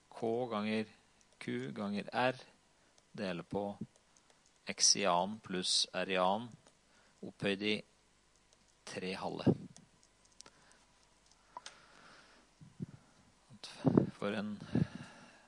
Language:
Norwegian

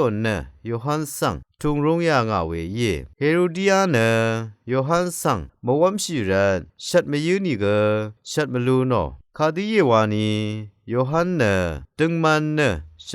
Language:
Rawang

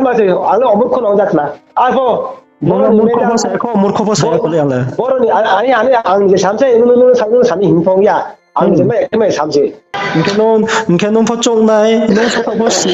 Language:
Riang (India)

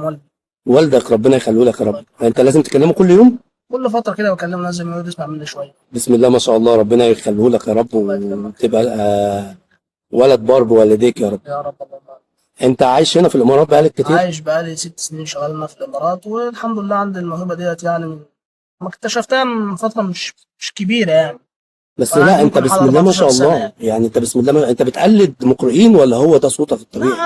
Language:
Egyptian Arabic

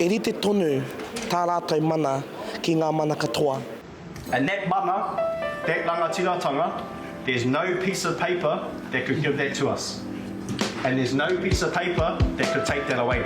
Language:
Māori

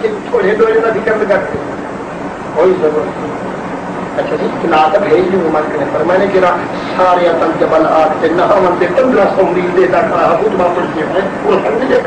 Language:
Saraiki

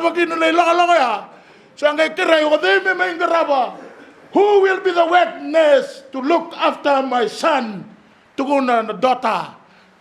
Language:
Fijian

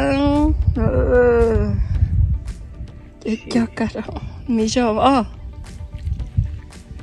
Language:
Vietnamese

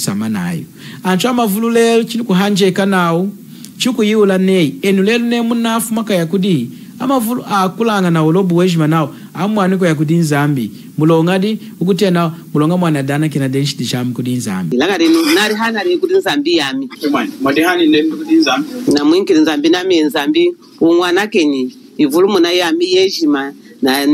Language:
Lunda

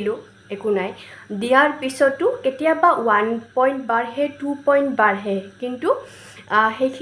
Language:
Assamese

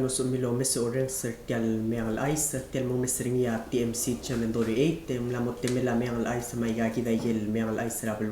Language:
Palauan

